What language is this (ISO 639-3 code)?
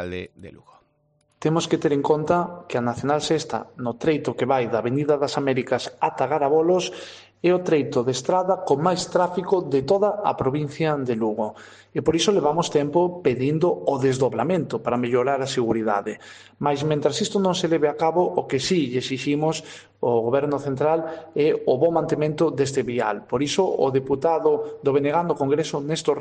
glg